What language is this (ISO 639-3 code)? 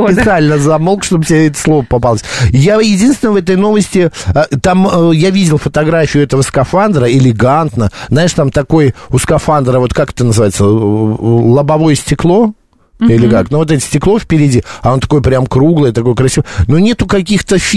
rus